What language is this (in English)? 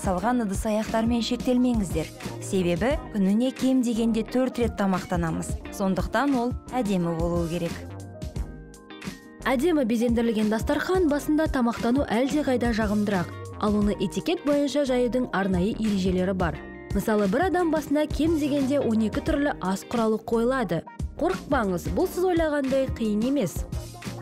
Kazakh